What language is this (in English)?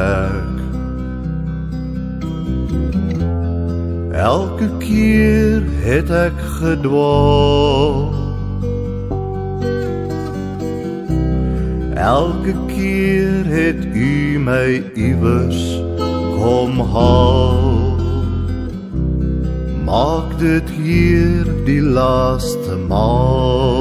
Afrikaans